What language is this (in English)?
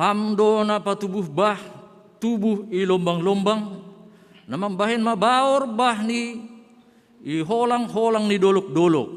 Batak Simalungun